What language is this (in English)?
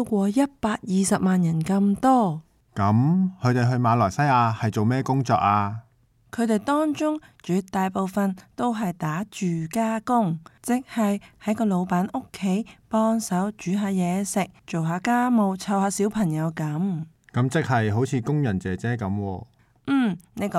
Cantonese